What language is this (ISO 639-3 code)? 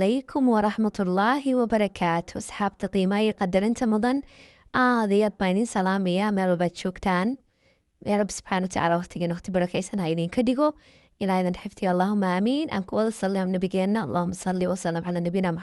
som